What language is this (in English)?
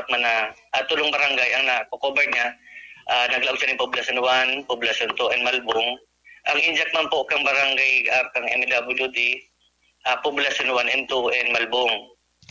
Bikol